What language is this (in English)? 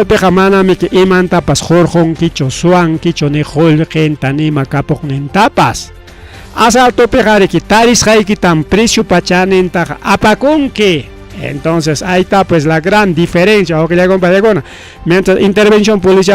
Ayacucho Quechua